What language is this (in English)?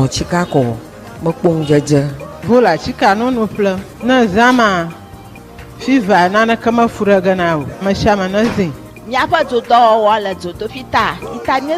Ewe